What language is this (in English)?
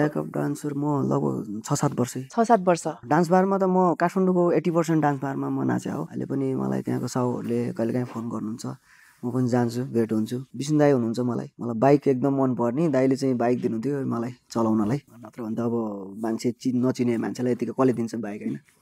Nepali